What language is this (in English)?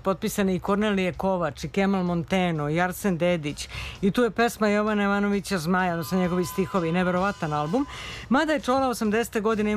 Serbian